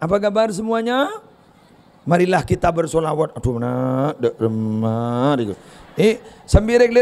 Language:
Madurese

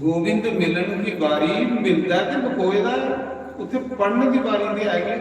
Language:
Dogri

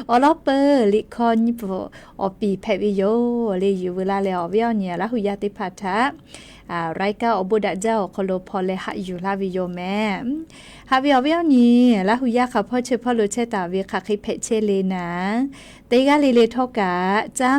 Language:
Lahu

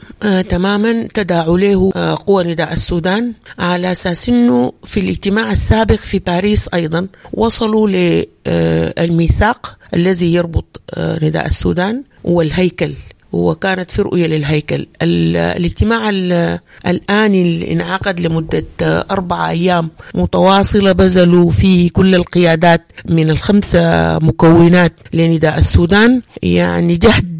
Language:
Sudanese Arabic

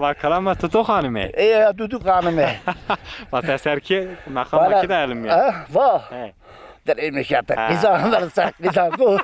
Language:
Kurdish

